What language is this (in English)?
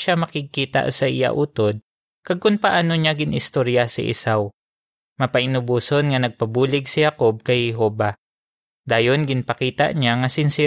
Hiligaynon